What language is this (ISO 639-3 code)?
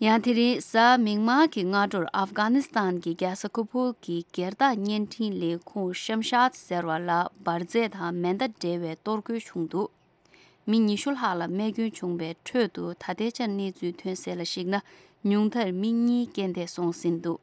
bod